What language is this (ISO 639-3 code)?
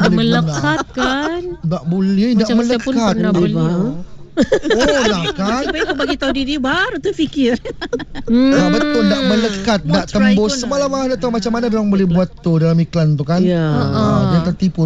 msa